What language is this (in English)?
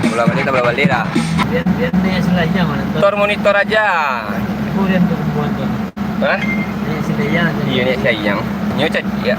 Minangkabau